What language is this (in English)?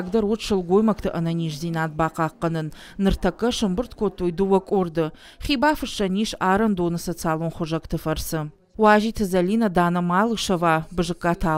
Ossetic